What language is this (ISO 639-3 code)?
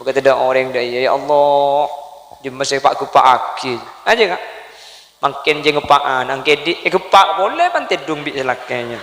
mad